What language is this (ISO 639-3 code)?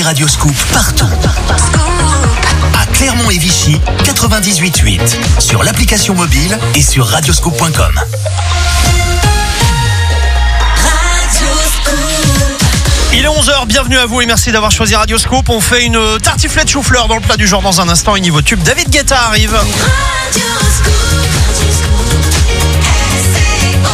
fra